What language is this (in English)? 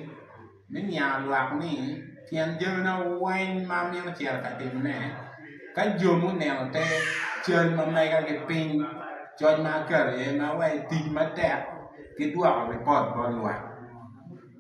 Acoli